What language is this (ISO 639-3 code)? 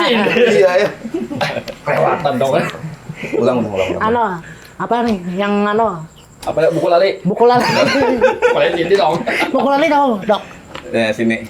bjn